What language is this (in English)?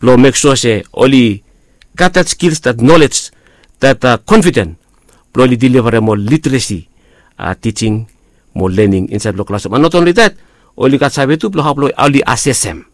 Bislama